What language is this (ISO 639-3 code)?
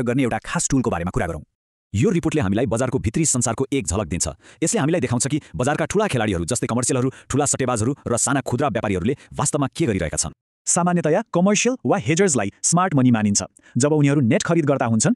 nep